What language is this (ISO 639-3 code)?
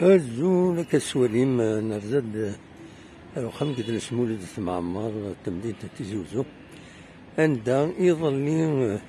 kab